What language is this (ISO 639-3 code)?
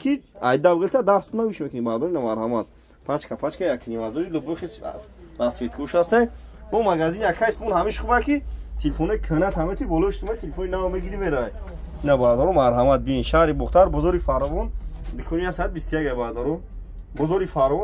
tgk